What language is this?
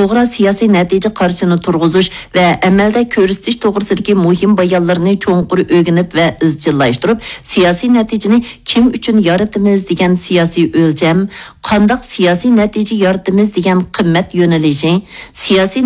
Uyghur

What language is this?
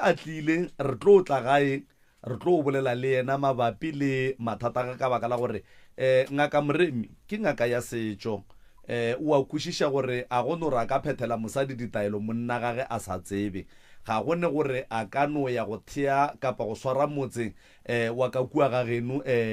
Northern Sotho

